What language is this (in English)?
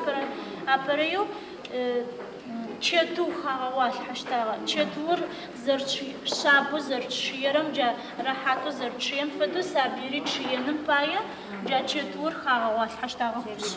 Adyghe